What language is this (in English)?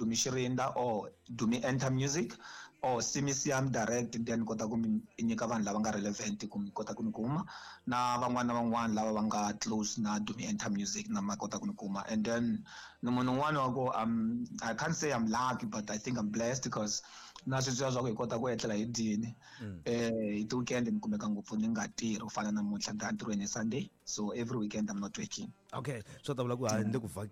Tsonga